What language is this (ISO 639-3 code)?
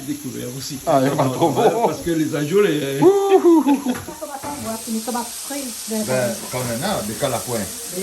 rcf